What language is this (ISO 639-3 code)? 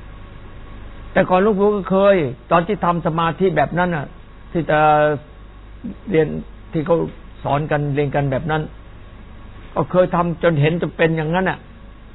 tha